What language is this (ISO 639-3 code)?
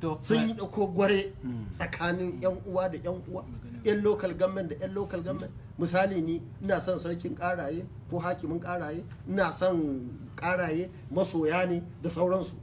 hau